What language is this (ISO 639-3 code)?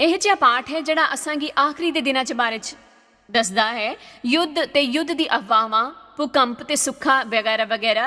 doi